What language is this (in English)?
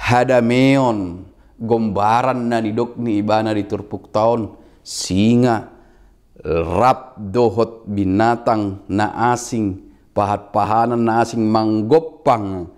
Batak Toba